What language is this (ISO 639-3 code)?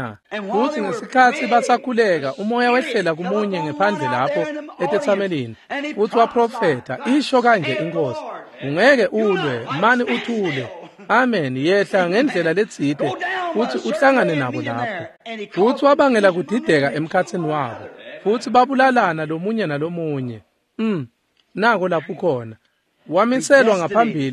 ssw